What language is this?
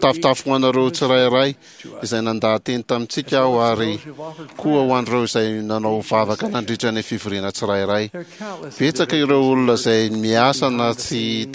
Malagasy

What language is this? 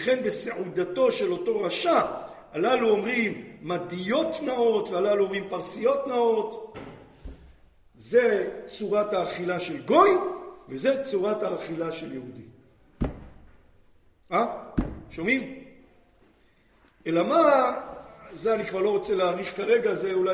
Hebrew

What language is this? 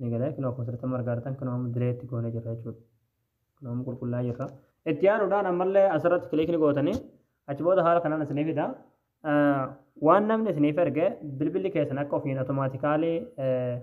Oromo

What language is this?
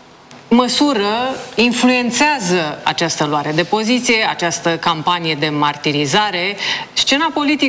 Romanian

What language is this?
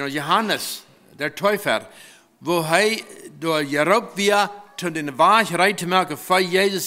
Plautdietsch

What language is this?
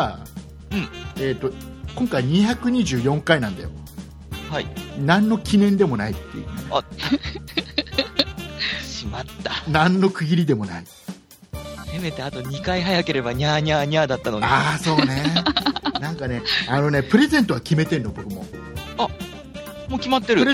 Japanese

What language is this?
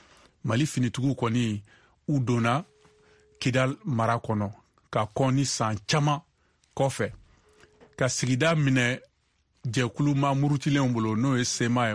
Bambara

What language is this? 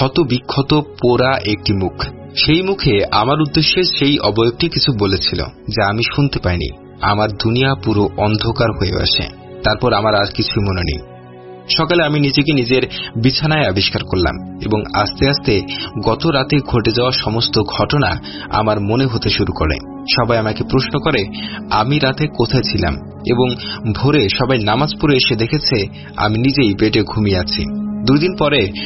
Bangla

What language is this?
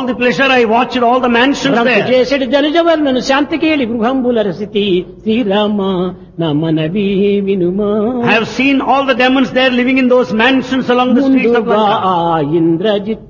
Telugu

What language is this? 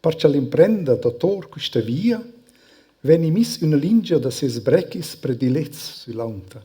Romansh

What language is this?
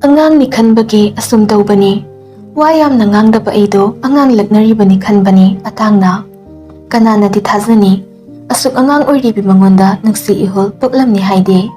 Manipuri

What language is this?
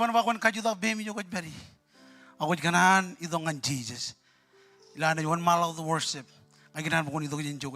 Marshallese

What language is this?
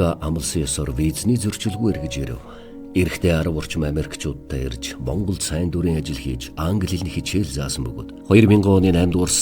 Mongolian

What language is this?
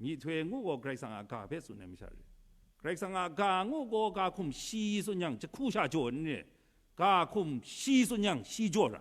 Kachin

